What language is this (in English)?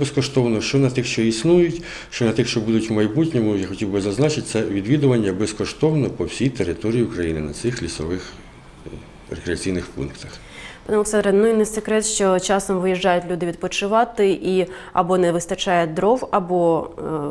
Ukrainian